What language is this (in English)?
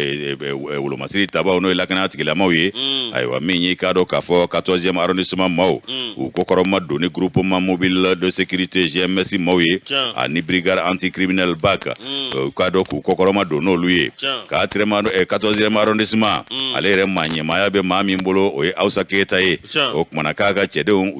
Bambara